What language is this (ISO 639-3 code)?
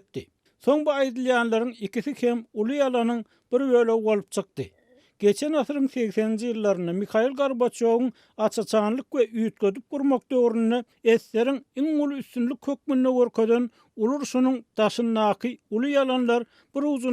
tuk